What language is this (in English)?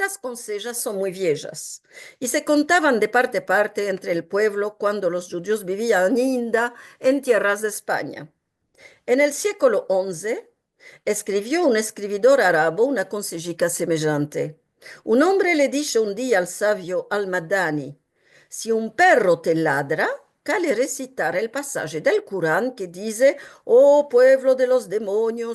Ladino